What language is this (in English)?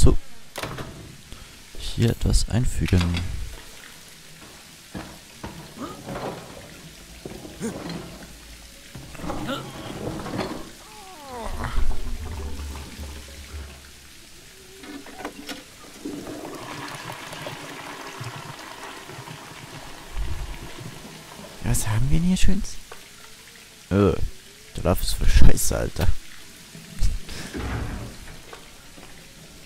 German